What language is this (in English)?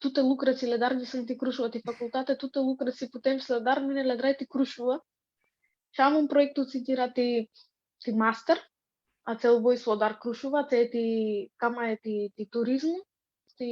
Aromanian